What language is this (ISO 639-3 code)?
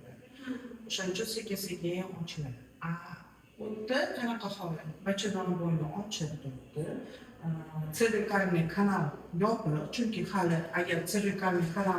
uzb